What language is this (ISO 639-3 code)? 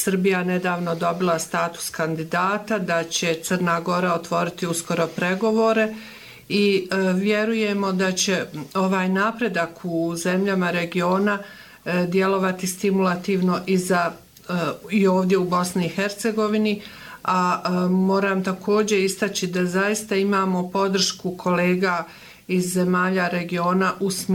bos